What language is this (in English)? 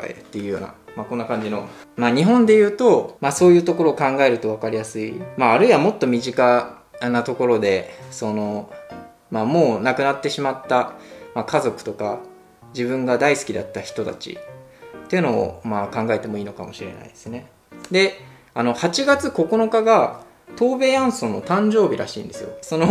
Japanese